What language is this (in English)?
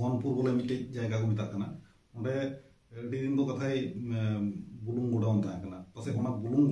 Santali